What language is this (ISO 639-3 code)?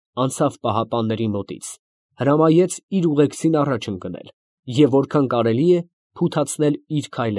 hye